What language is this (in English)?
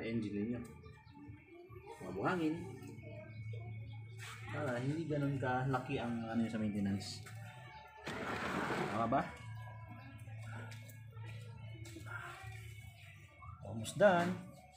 Filipino